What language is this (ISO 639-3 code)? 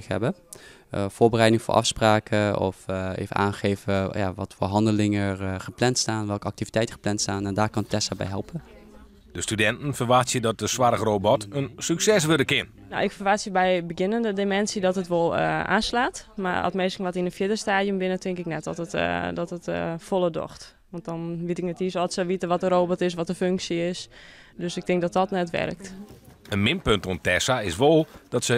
fry